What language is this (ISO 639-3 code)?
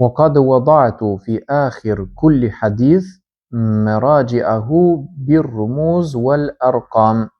sqi